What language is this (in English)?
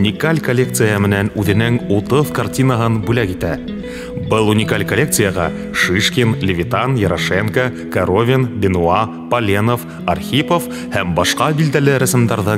Bashkir